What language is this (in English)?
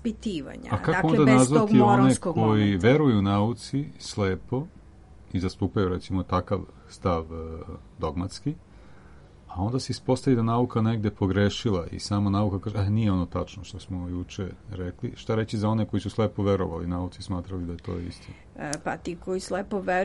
Serbian